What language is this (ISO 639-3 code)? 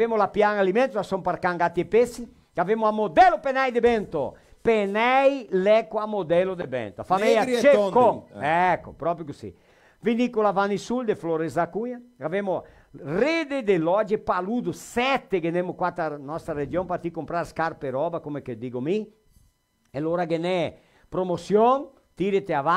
vec